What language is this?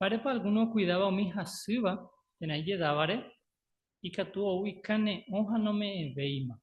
Guarani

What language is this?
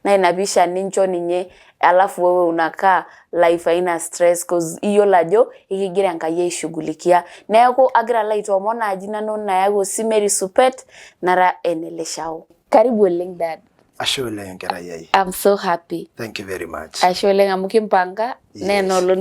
Masai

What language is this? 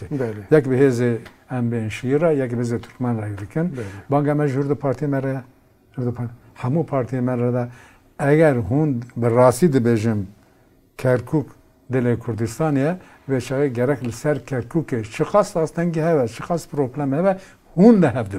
Kurdish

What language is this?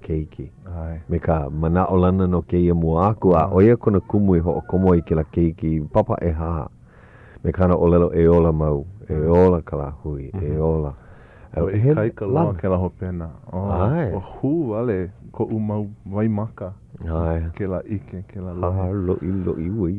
Hawaiian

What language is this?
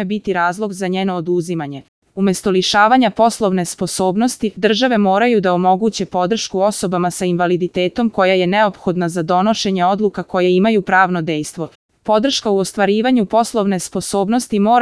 Serbian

